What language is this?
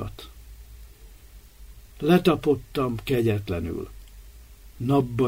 Hungarian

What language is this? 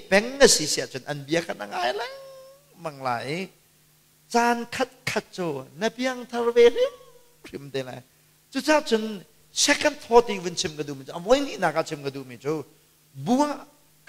Hakha Chin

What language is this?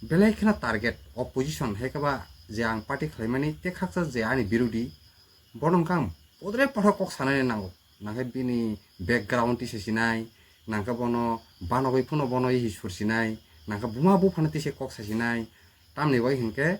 Kok Borok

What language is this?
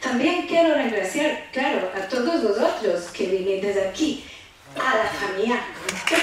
Ladino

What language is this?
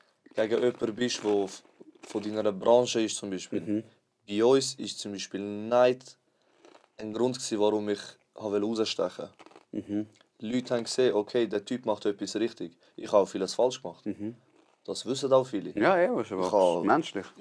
Swiss German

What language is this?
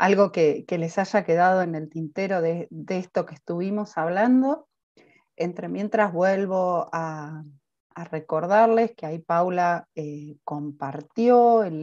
Spanish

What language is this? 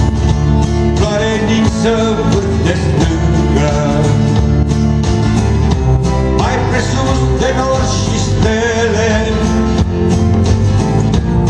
Romanian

